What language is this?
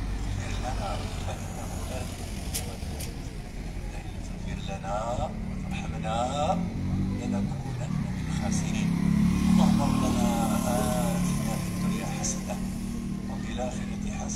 Moroccan Arabic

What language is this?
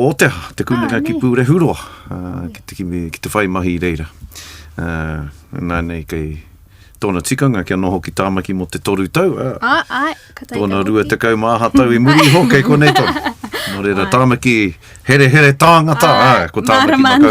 Māori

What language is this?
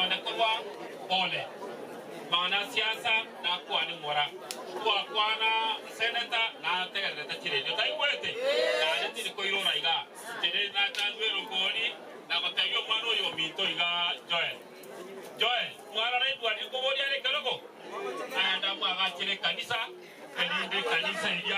Gusii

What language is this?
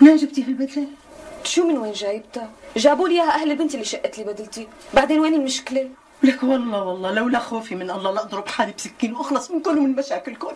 North Levantine Arabic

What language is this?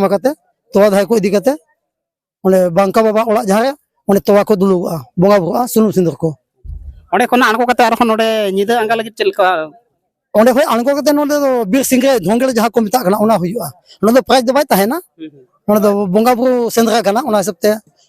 Santali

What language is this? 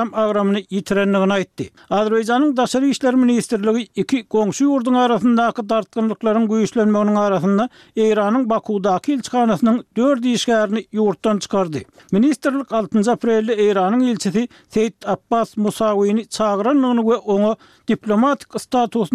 Turkmen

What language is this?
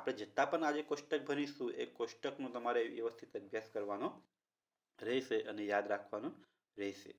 Gujarati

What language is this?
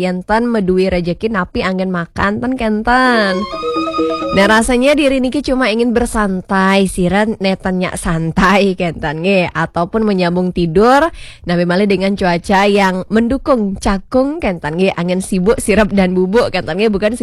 Balinese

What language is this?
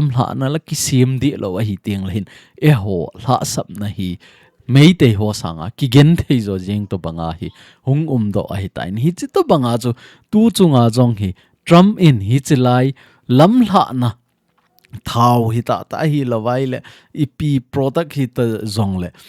Thado Chin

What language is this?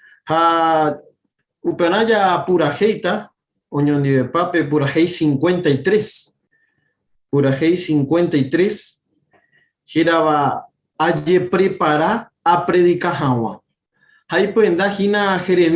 Guarani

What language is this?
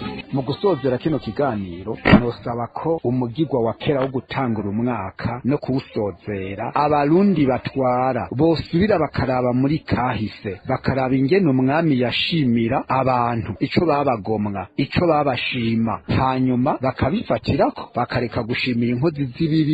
Rundi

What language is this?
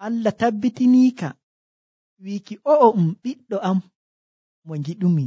Nigerian Fulfulde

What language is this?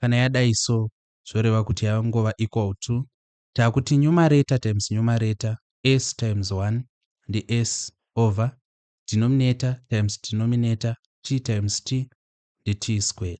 Shona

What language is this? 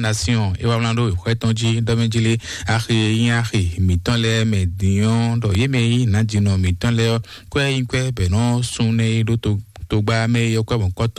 Fon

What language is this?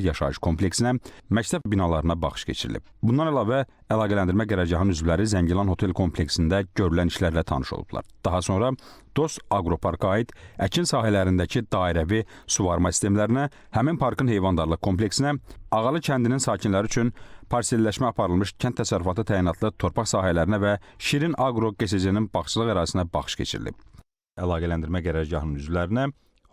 Azerbaijani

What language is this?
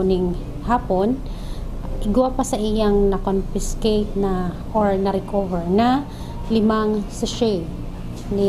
Bikol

